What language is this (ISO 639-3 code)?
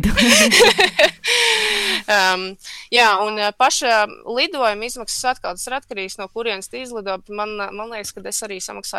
lav